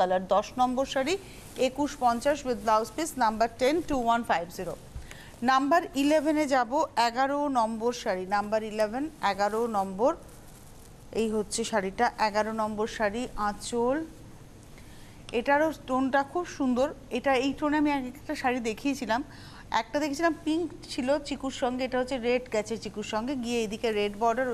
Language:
Bangla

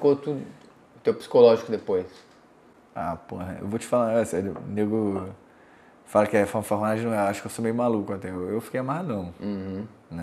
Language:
Portuguese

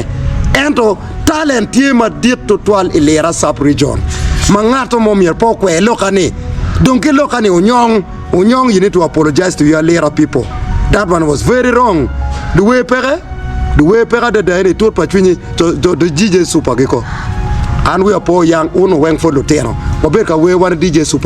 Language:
Acoli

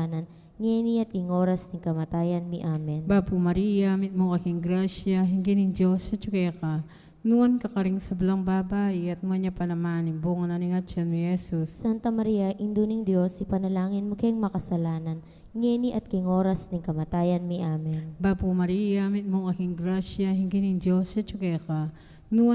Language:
Pampanga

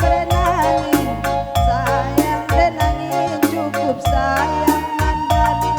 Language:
Batak Karo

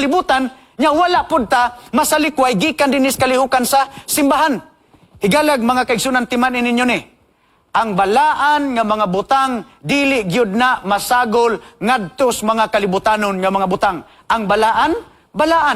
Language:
Cebuano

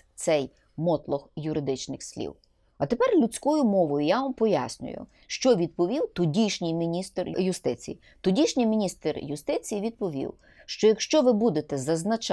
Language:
Ukrainian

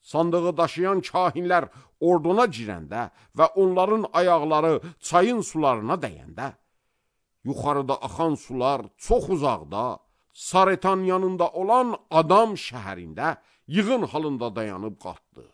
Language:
Azerbaijani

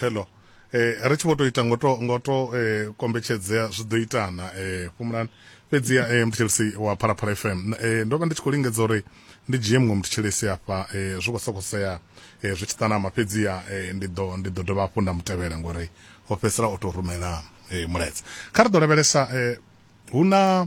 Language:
Venda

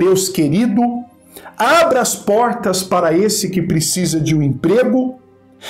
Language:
Portuguese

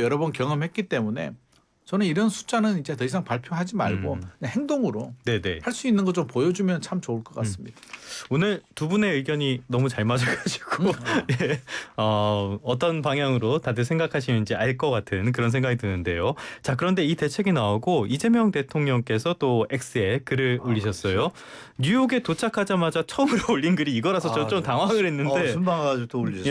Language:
Korean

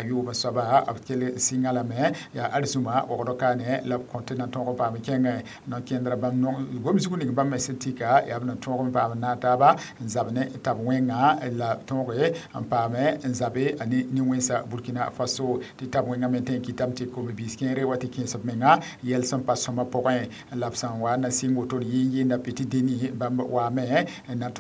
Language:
Mossi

